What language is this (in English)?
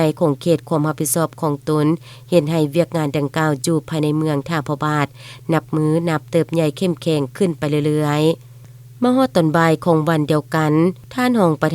Lao